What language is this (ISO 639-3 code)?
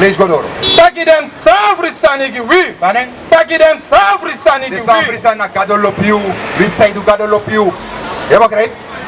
srn